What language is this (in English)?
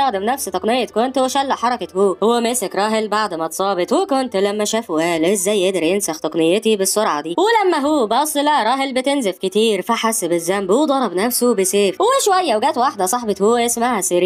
Egyptian Arabic